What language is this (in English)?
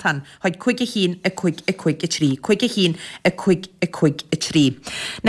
Irish